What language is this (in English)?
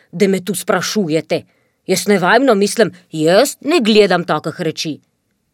Slovenian